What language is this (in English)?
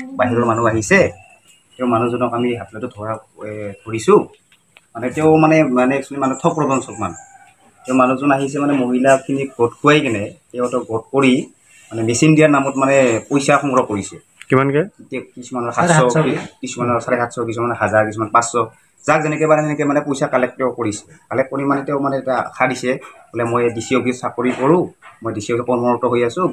Assamese